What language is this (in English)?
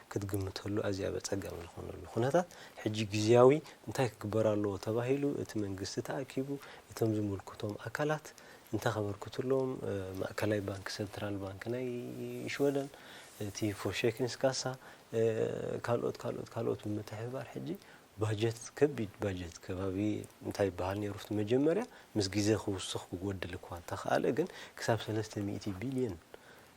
Tigrinya